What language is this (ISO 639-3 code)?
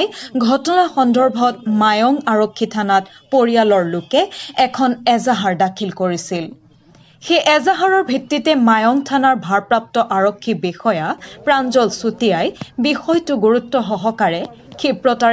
asm